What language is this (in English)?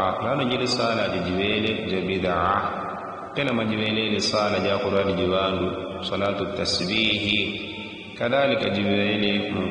Yao